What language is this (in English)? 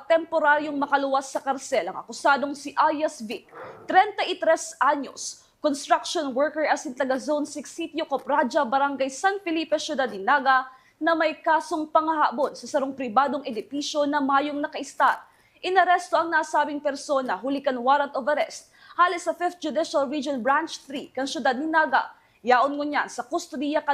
Bikol